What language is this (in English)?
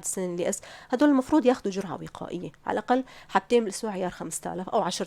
North Levantine Arabic